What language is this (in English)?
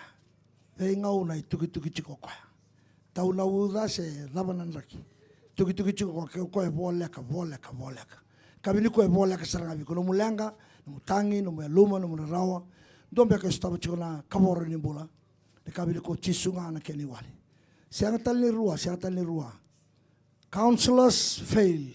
Fijian